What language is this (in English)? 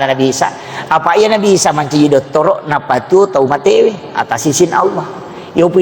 Buginese